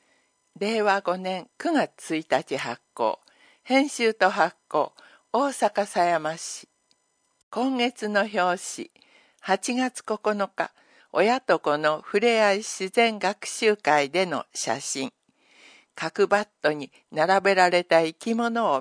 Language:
Japanese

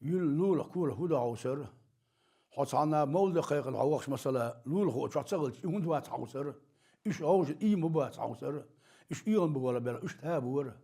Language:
Chechen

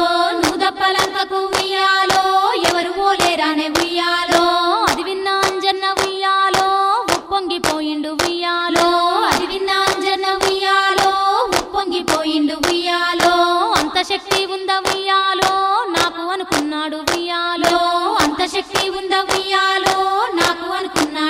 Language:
Telugu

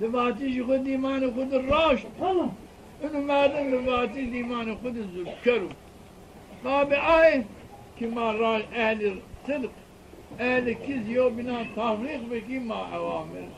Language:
Zaza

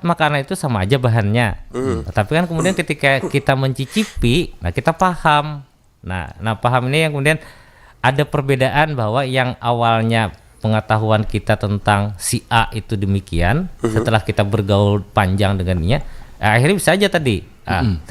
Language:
Banjar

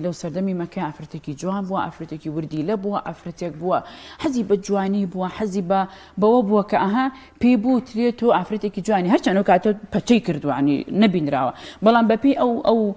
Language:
Central Kurdish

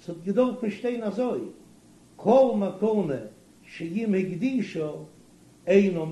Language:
Yiddish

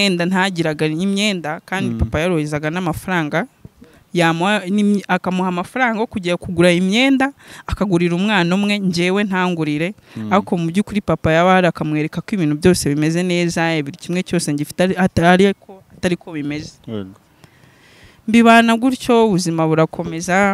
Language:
Kinyarwanda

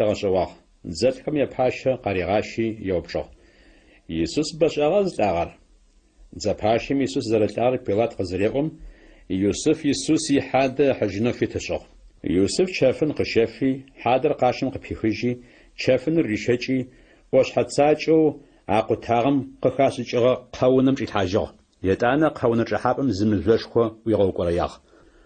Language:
Adyghe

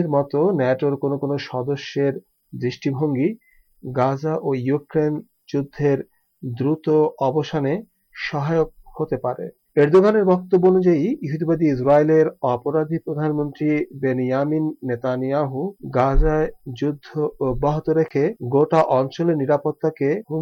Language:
Bangla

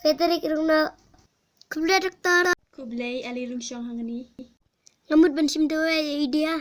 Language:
Khasi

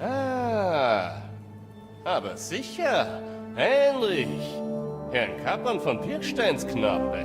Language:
Bavarian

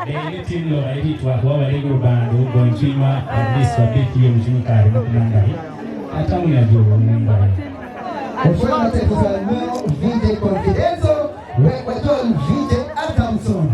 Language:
Acoli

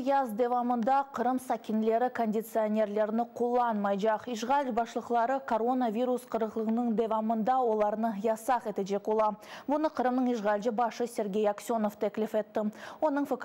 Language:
Crimean Tatar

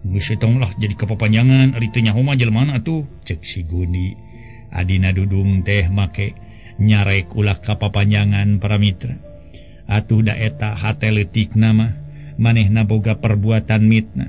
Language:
Sundanese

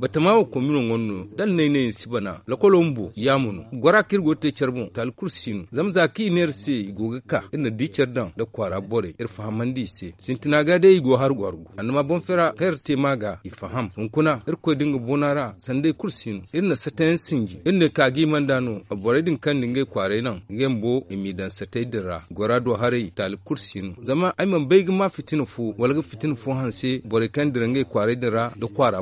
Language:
Zarma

